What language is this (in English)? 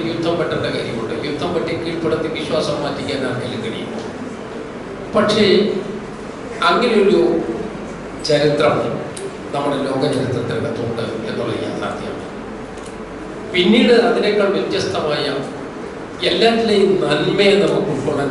Malayalam